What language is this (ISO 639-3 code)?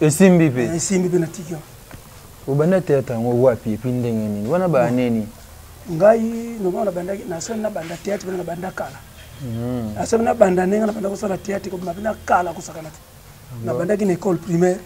lin